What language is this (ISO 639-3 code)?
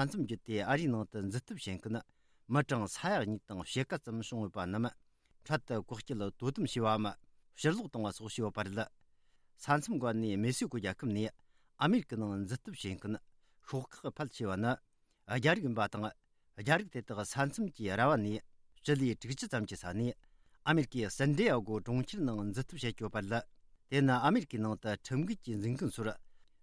bod